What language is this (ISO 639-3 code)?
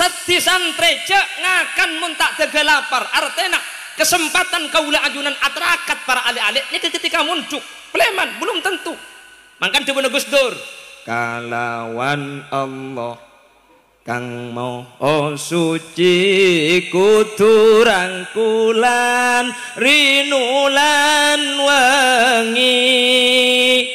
mad